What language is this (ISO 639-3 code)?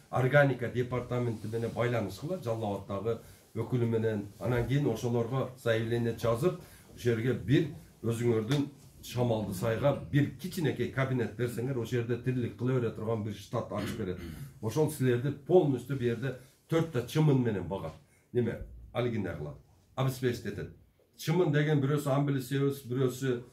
kir